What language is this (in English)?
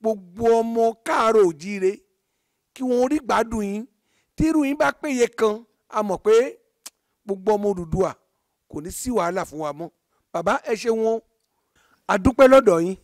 Yoruba